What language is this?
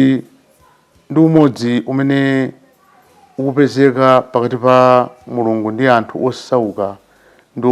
Nyanja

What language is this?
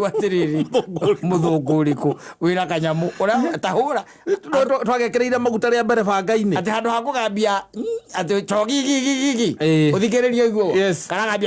Kikuyu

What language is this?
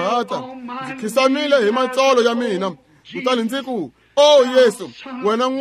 Tsonga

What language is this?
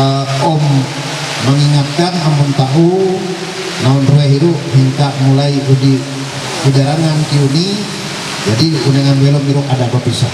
Ma'anyan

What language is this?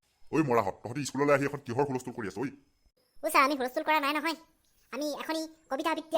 Assamese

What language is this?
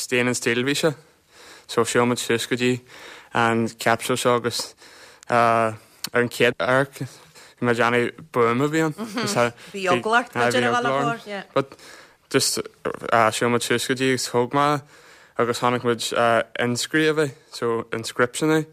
Irish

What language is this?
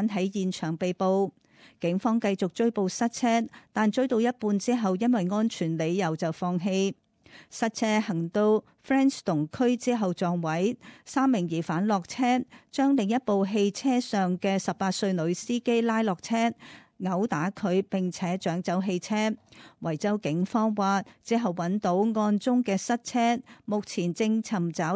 Cantonese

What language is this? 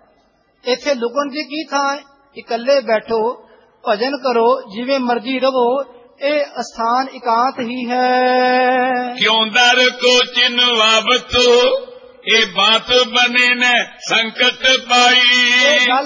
Punjabi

